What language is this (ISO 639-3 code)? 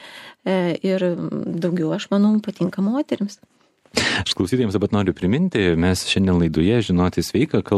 lit